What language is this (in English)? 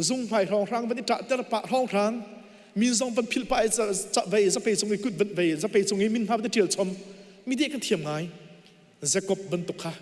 Hakha Chin